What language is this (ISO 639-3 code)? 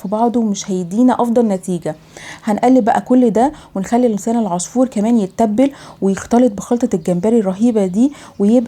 arz